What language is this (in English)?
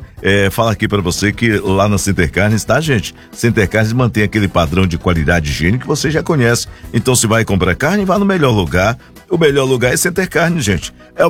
Portuguese